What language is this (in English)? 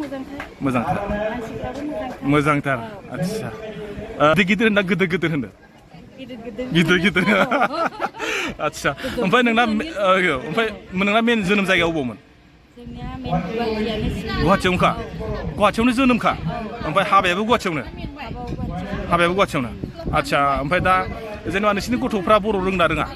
Bodo